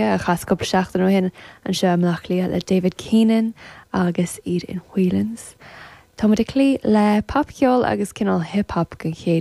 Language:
Irish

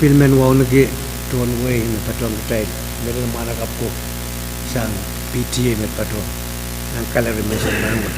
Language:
Pohnpeian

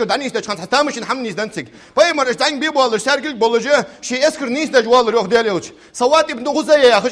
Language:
Ingush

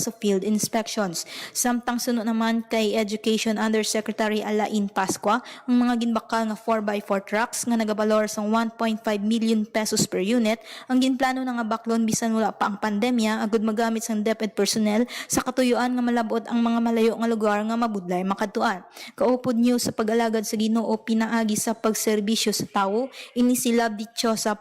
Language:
Hiligaynon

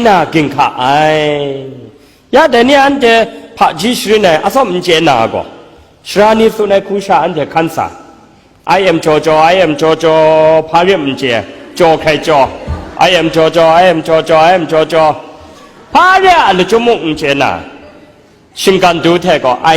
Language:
Kachin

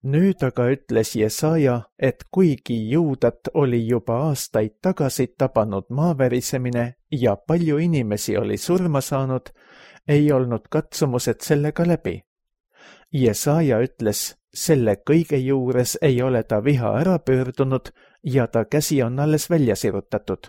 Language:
Estonian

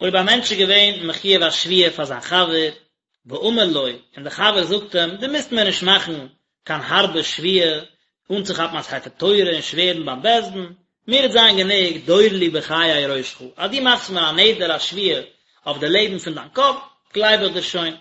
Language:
Yiddish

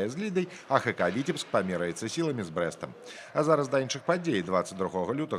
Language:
Belarusian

